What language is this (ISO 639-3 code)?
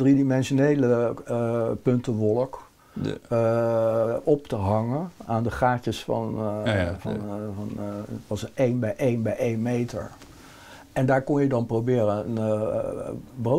nld